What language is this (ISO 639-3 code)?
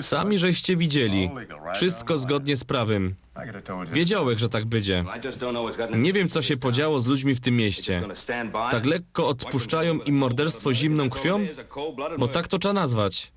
szl